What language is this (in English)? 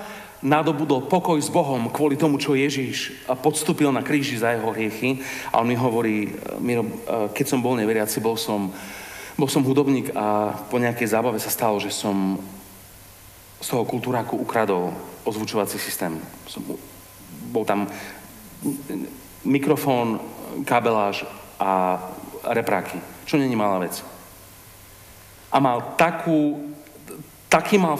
Slovak